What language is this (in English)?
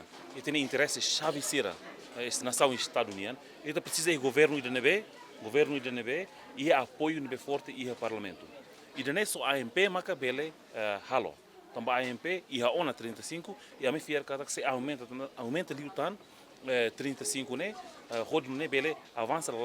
Tetum